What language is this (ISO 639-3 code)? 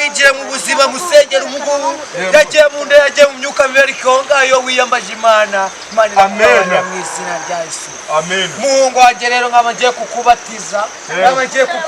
kin